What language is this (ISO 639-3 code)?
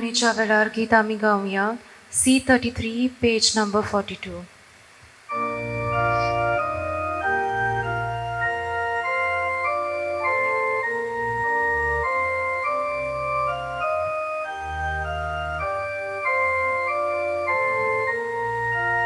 kok